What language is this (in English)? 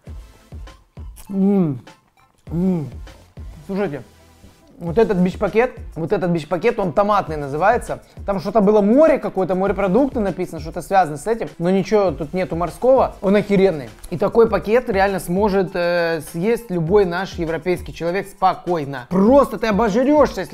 Russian